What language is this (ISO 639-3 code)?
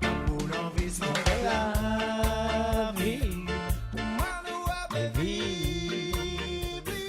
mfe